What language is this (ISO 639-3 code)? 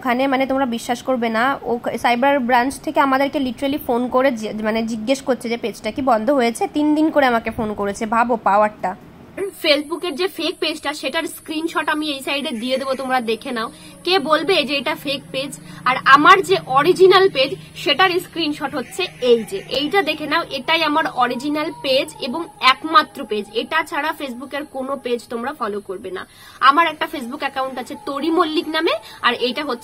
ben